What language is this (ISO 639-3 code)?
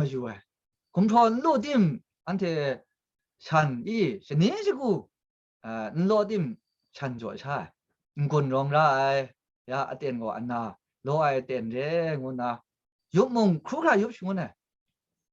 kac